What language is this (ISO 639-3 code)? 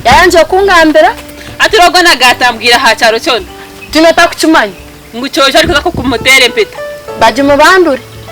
nyn